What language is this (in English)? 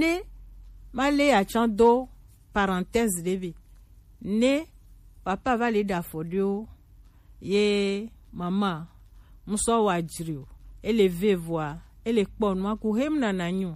Gen